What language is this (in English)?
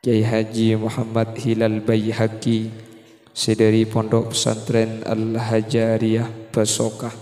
Madurese